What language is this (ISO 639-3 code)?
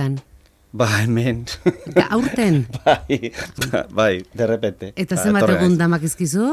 eus